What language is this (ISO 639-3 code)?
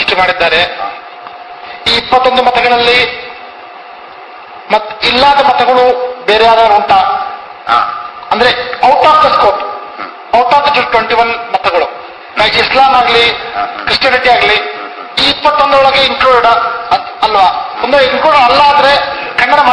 kan